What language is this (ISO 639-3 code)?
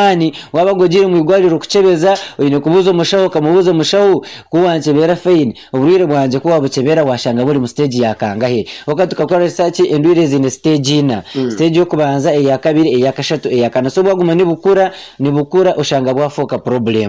nyn